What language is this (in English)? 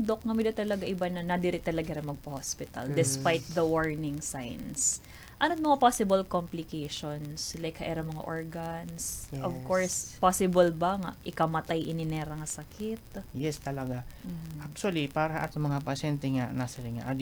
Waray